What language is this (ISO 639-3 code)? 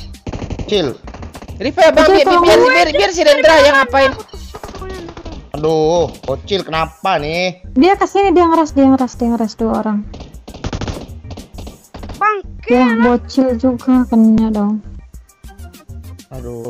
ind